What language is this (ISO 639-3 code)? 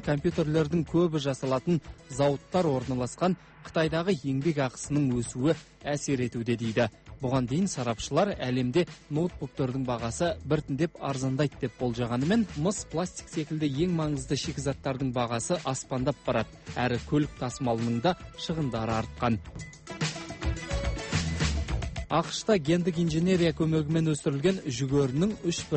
kaz